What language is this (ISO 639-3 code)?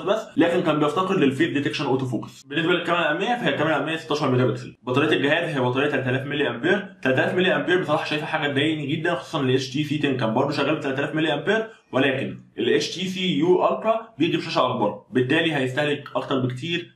arz